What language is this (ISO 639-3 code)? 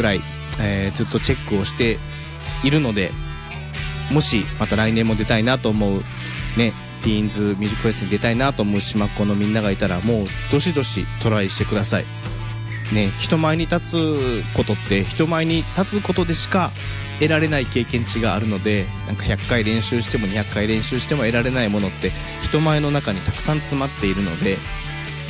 jpn